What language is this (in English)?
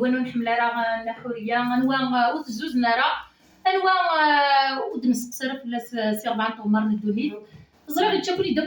Kabyle